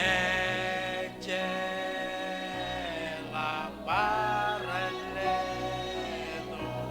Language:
Marshallese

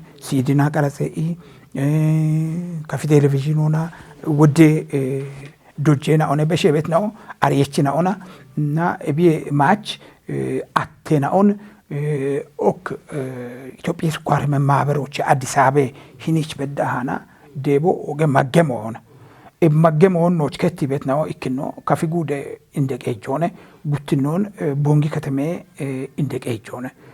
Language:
Kafa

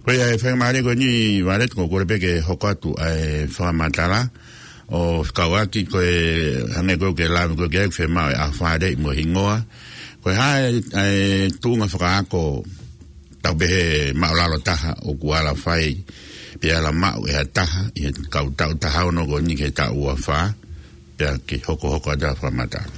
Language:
Tongan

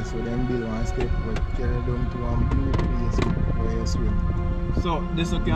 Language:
Jamaican Creole English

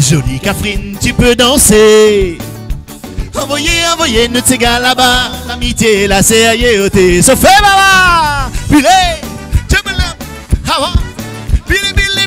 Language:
Réunion Creole French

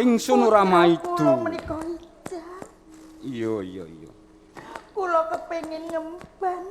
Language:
Javanese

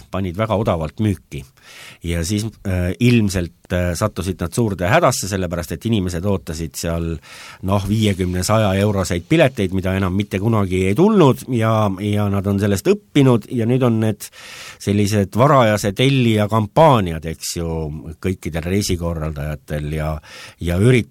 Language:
Estonian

